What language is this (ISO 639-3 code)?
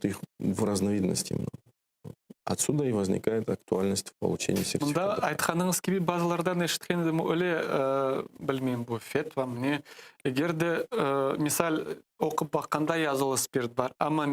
crh